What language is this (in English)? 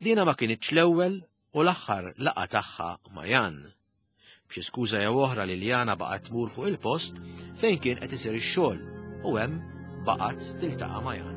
Maltese